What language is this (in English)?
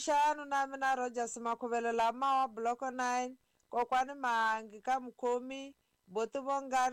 Tsonga